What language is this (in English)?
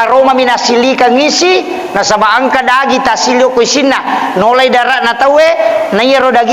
Buginese